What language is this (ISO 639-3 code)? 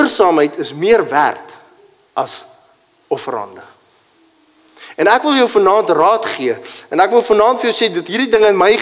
afr